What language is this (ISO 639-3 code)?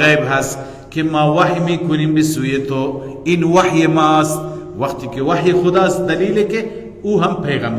fas